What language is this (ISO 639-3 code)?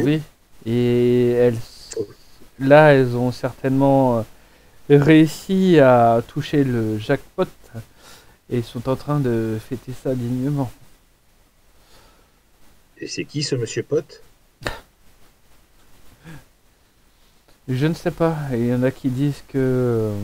fra